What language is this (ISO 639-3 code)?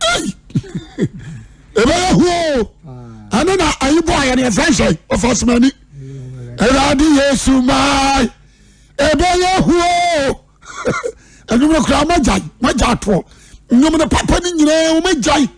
aka